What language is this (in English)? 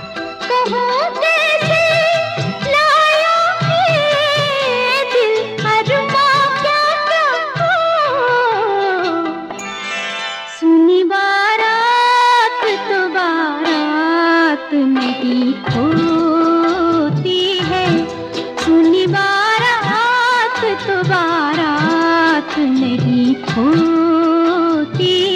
Hindi